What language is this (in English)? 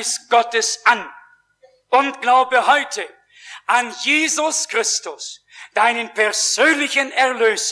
German